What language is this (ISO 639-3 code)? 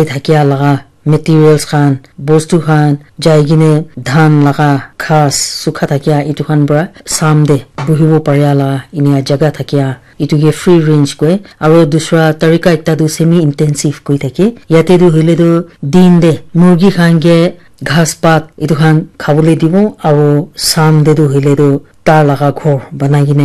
nag